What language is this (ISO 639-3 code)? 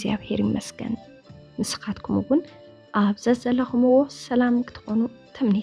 tir